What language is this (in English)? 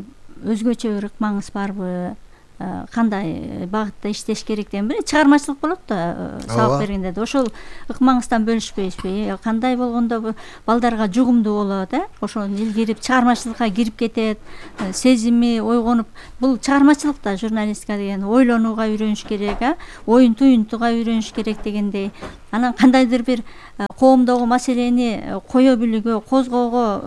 Kyrgyz